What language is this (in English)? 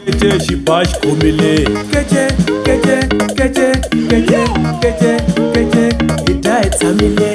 Tsonga